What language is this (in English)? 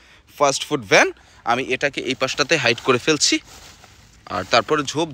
Bangla